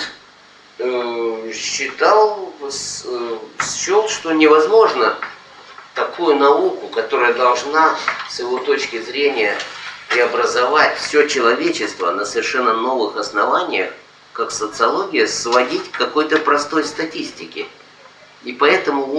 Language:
Russian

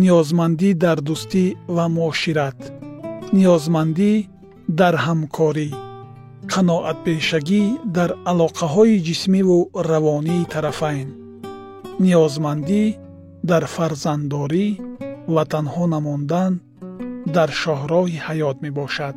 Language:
Tajik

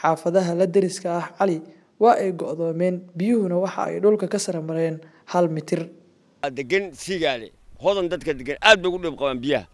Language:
Somali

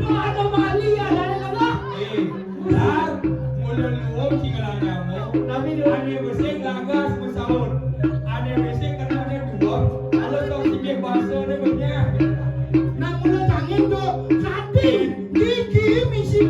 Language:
Balinese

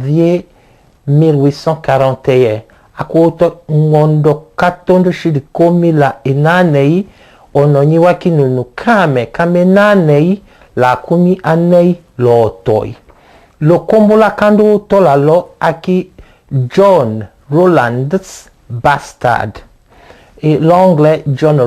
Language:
Tetela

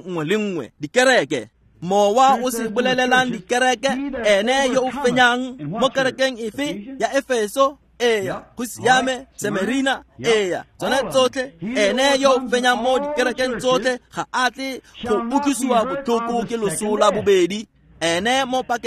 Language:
Tswana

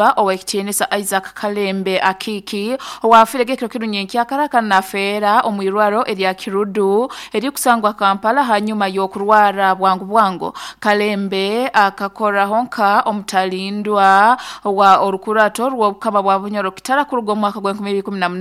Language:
Nyoro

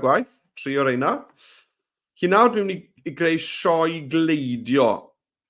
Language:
Welsh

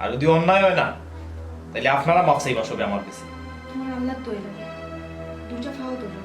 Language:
Sylheti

